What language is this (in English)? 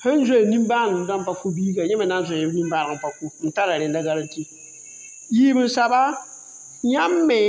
Mossi